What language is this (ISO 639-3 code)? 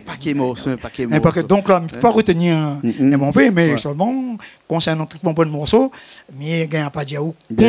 rcf